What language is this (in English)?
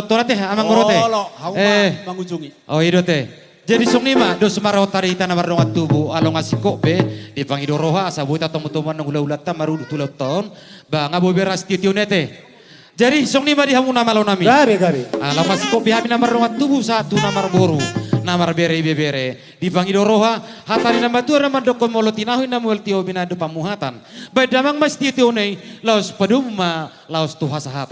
Batak Toba